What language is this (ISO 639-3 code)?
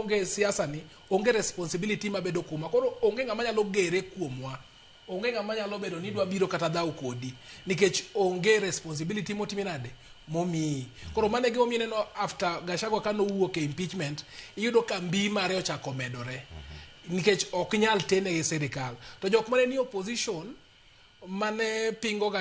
luo